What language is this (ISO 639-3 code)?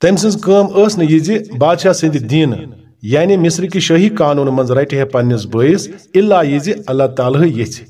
kas